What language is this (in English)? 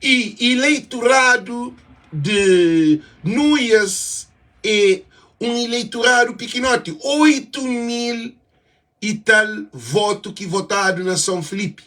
Kabuverdianu